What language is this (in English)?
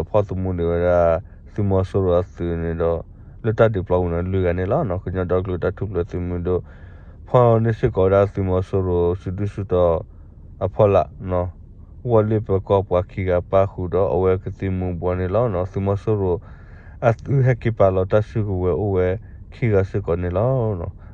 S'gaw Karen